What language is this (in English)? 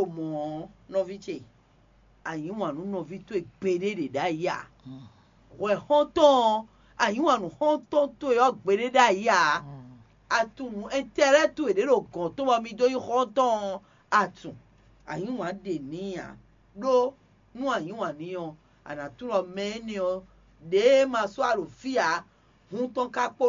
Fon